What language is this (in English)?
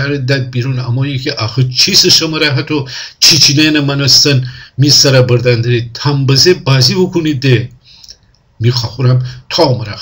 Gilaki